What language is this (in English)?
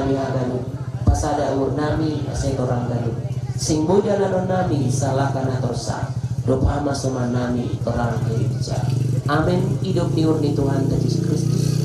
Batak Simalungun